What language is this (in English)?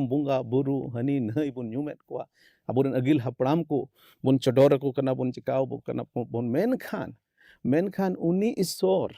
Santali